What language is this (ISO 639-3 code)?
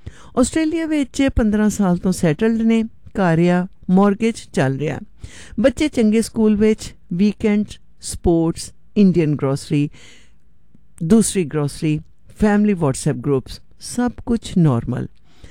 pan